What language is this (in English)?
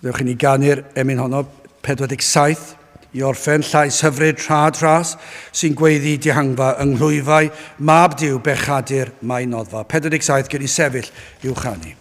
Welsh